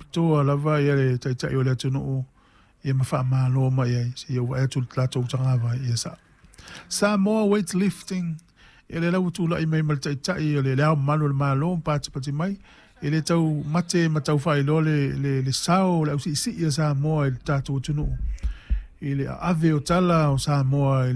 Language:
Samoan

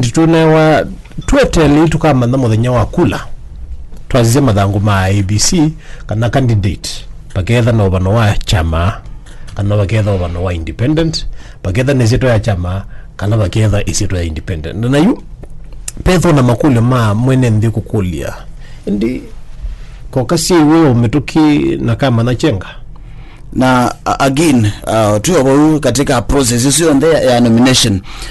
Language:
Kamba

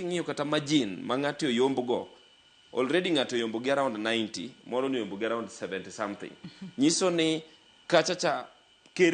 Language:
Luo (Kenya and Tanzania)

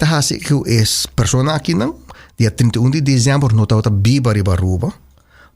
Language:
Papiamento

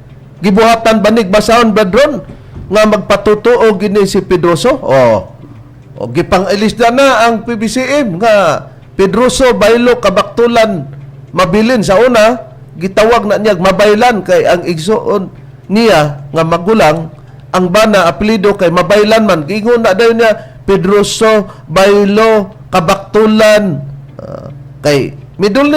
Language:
Cebuano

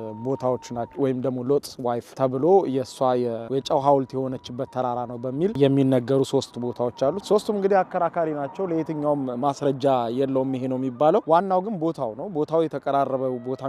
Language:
Amharic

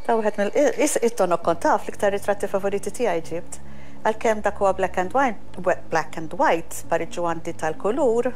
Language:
Maltese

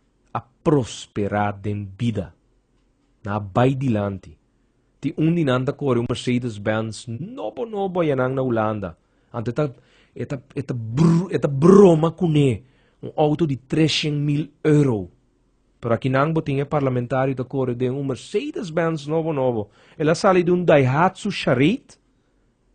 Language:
Papiamento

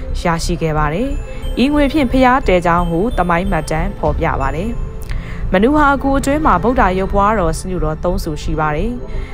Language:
Burmese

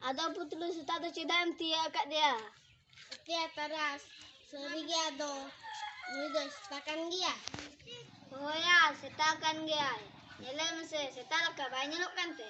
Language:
Santali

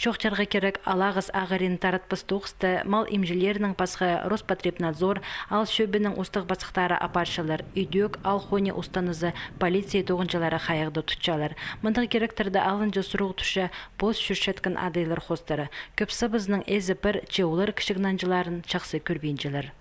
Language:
Khakas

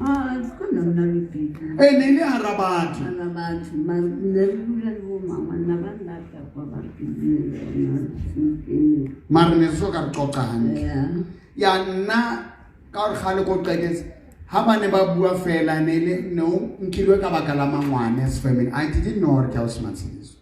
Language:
Southern Sotho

